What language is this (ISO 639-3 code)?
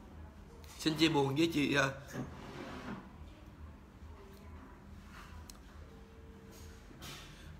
vie